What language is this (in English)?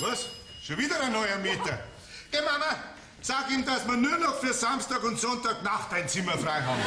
Bavarian